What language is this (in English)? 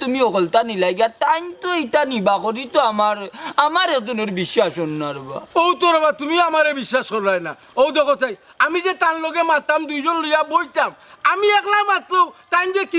Sylheti